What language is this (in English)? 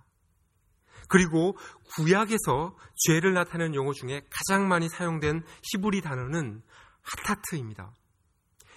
Korean